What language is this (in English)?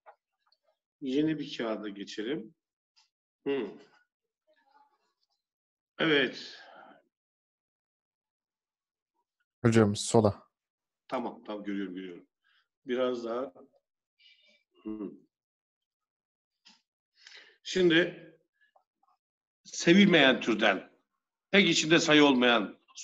Turkish